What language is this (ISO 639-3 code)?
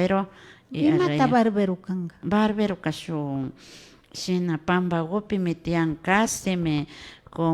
qvi